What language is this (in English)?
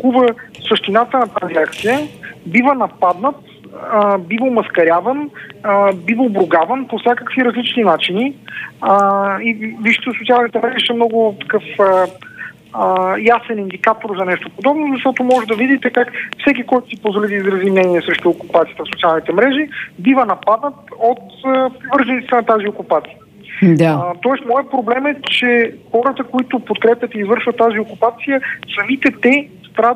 Bulgarian